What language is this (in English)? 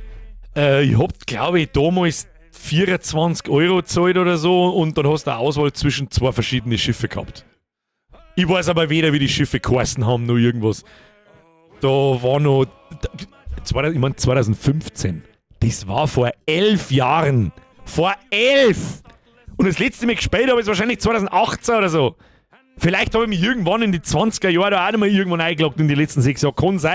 Bavarian